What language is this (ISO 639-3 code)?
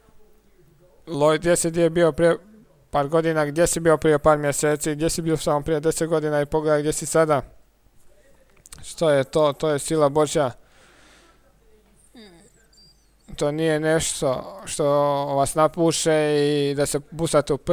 hrv